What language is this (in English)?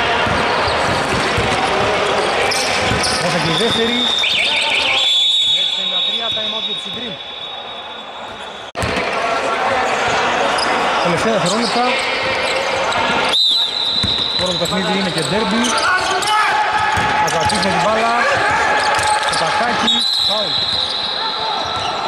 Greek